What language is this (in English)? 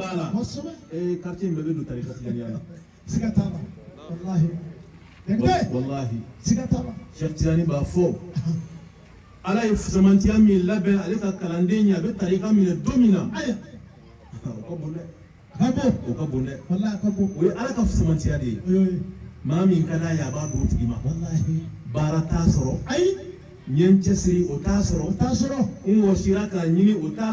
Bambara